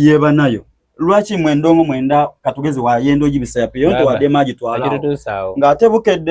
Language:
Soga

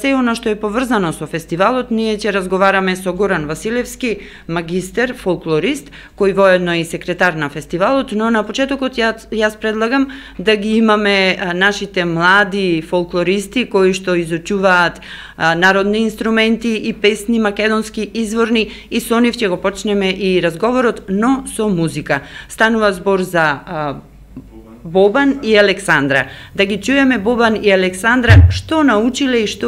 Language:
Macedonian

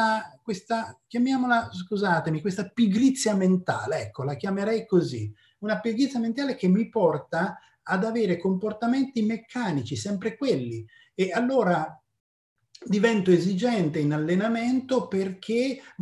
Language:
Italian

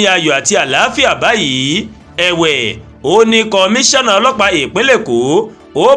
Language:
Yoruba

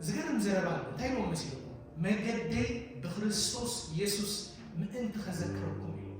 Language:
Tigrinya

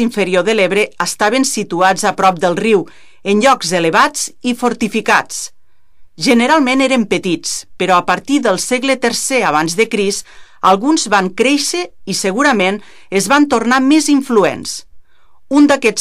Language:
Catalan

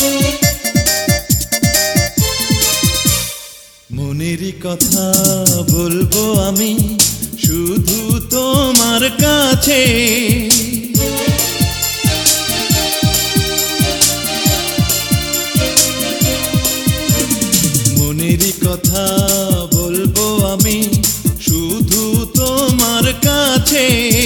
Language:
Bangla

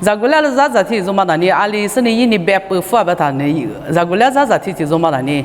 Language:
Lisu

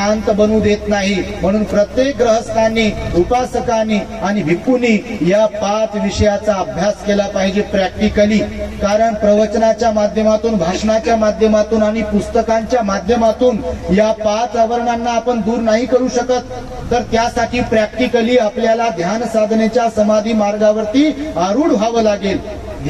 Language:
Marathi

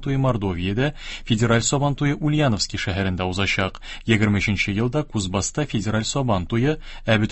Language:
Tatar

